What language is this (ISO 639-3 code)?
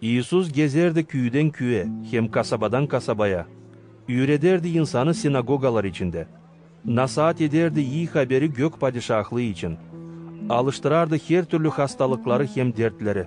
gag